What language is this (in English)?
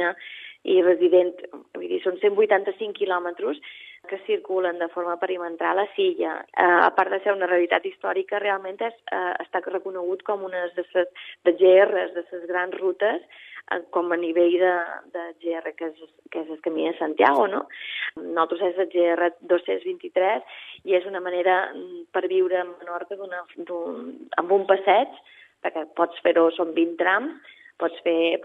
Catalan